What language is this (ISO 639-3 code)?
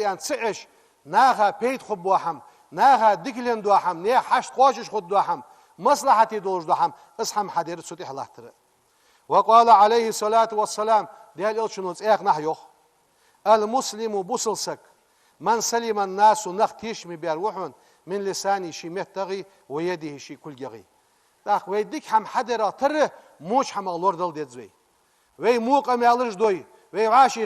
inh